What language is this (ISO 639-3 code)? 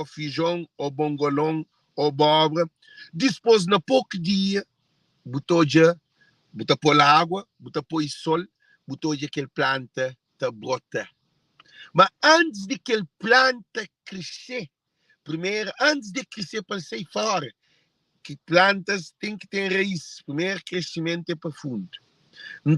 kea